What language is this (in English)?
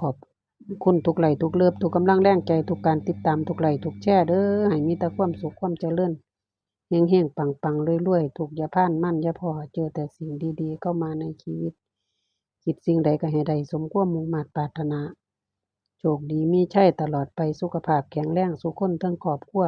Northeastern Thai